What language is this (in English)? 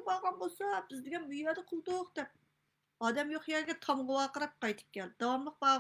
Uyghur